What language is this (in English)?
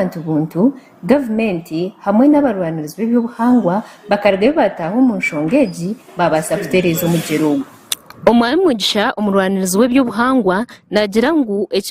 Nyankole